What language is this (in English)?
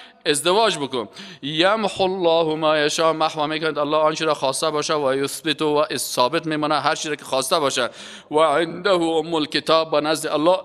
Persian